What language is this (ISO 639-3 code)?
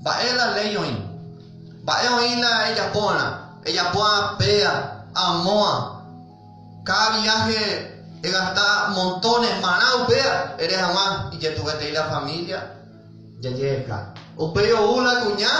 grn